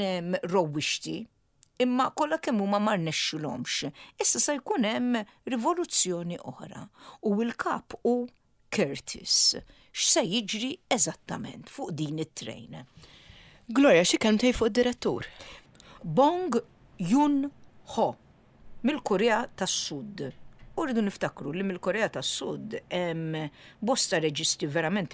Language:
Maltese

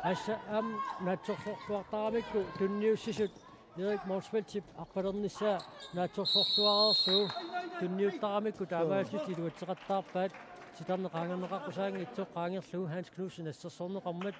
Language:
Kalaallisut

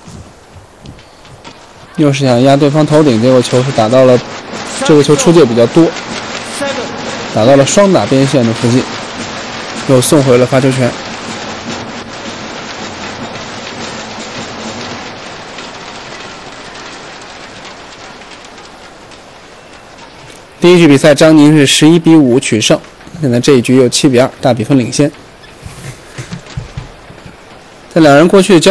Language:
Chinese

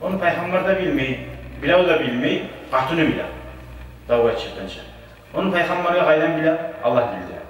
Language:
Kumyk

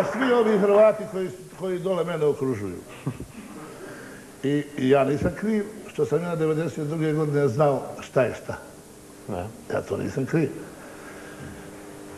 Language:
Bosnian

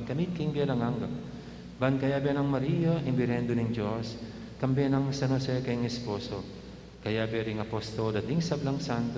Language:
Pampanga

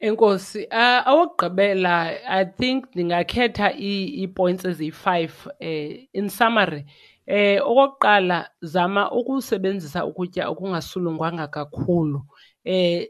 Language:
Xhosa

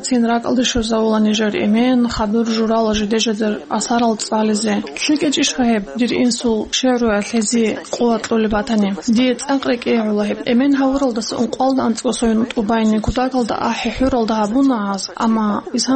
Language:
Avaric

